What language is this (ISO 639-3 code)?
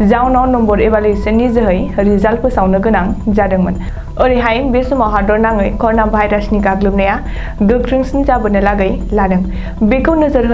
brx